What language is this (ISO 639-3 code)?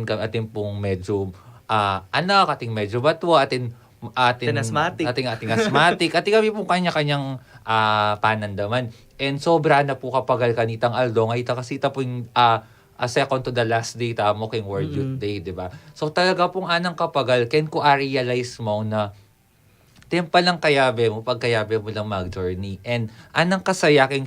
pam